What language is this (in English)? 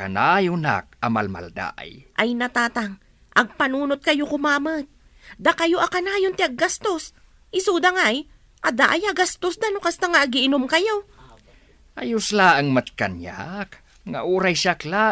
Iloko